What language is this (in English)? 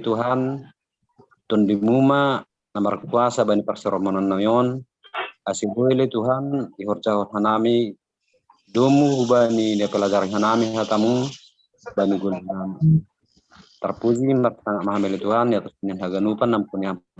Batak Simalungun